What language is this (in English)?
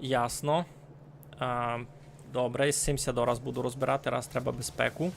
Rusyn